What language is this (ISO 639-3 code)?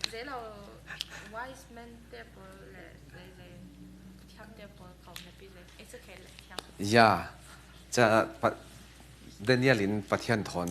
cfm